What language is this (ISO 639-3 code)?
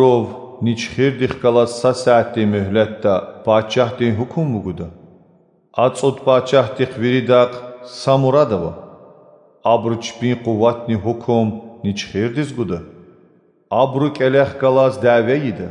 lez